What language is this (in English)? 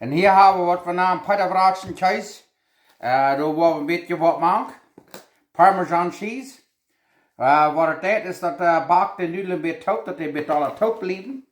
Plautdietsch